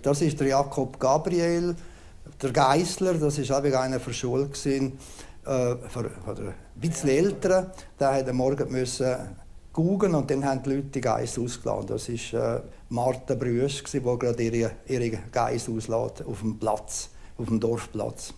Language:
Romansh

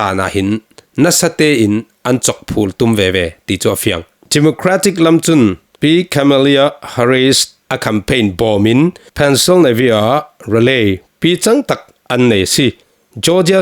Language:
Falam Chin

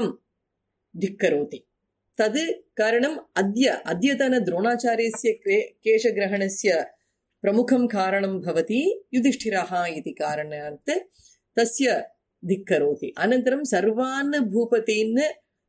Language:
Sanskrit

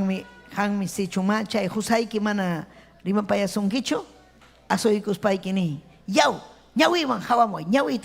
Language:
Ayacucho Quechua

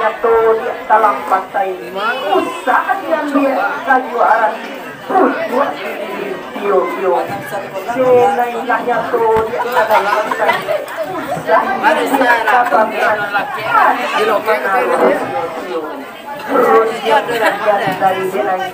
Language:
Minangkabau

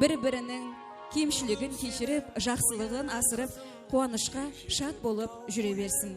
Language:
Kara-Kalpak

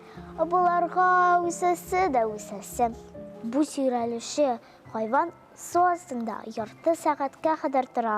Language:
Tatar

